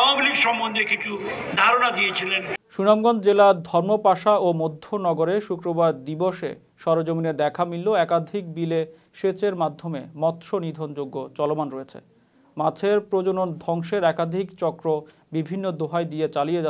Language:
Bangla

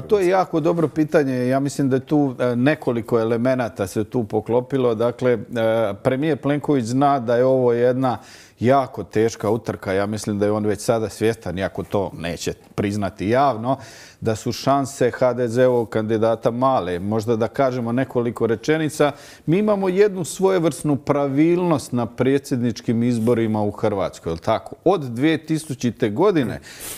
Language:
Croatian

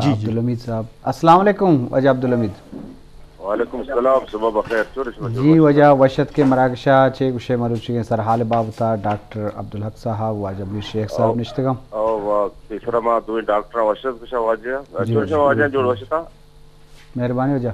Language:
Eastern Balochi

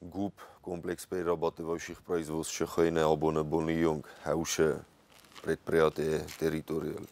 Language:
Ossetic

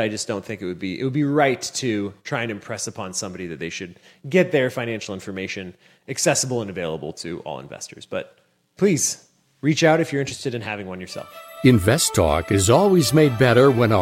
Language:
English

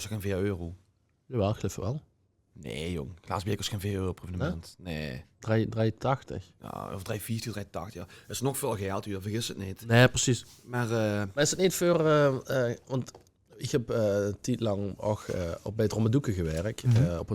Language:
Limburgish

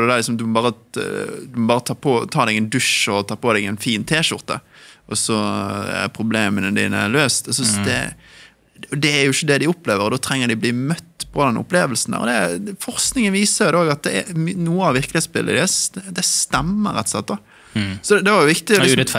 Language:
Norwegian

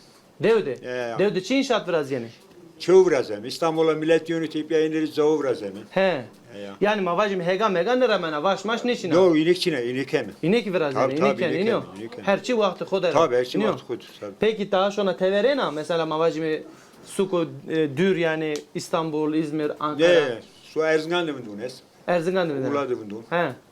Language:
Zaza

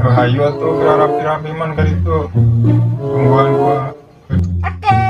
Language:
Sundanese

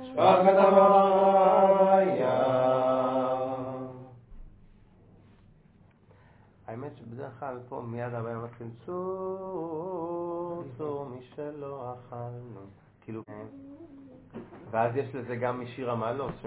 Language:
Hebrew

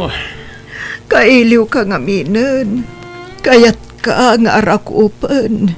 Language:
Iloko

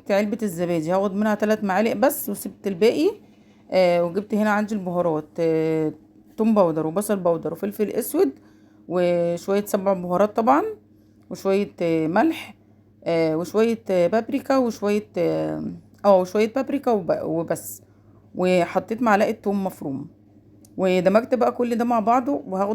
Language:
Egyptian Arabic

